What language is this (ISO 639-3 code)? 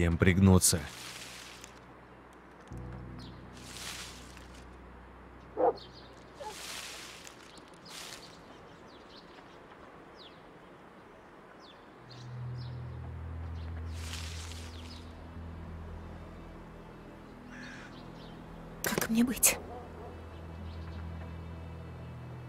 rus